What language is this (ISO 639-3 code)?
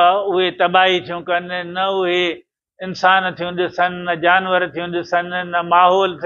snd